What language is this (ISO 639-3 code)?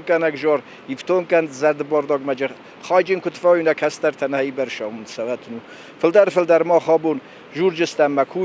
oss